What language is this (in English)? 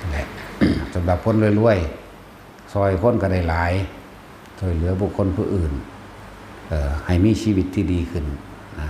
Northeastern Thai